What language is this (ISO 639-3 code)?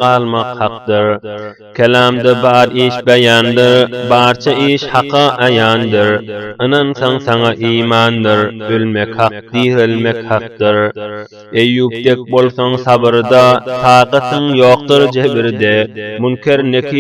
tuk